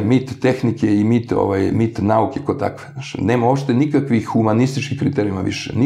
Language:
Serbian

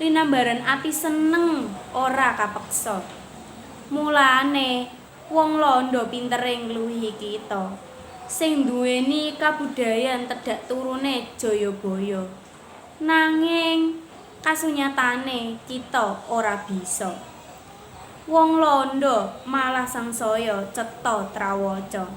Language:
Javanese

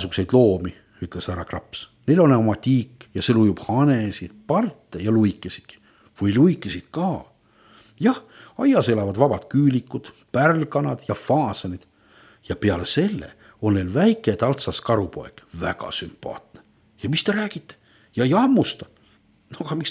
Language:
Estonian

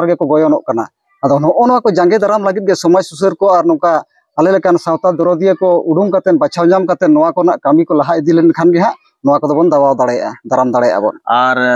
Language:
Santali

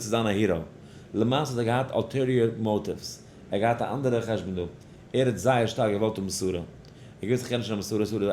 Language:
Yiddish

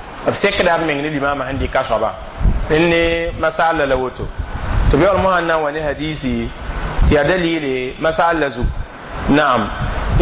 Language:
Mossi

